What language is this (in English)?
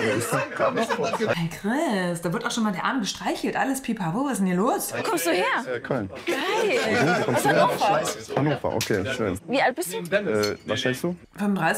German